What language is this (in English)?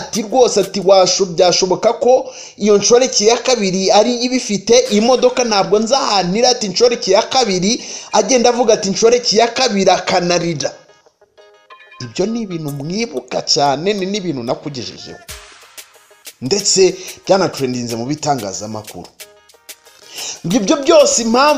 Kinyarwanda